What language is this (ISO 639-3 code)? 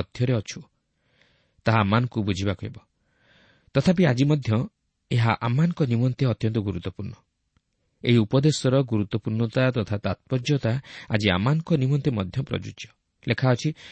ori